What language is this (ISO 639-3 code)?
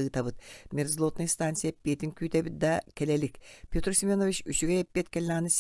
sah